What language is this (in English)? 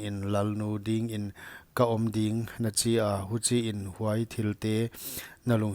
Paite Chin